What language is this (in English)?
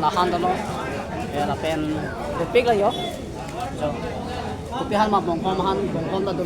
Karbi